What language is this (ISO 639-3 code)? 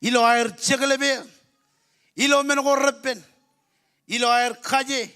mah